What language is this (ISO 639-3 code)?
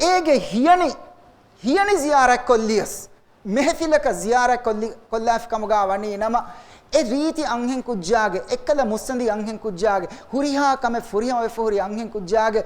div